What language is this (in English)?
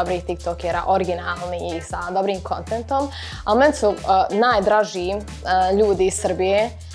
Bosnian